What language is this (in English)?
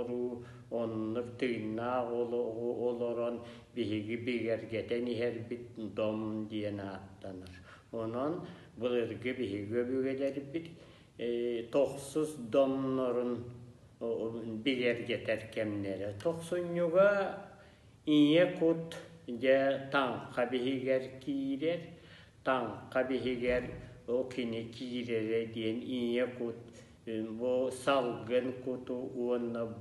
Yakut